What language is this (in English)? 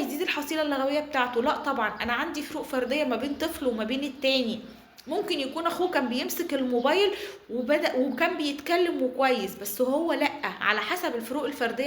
Egyptian Arabic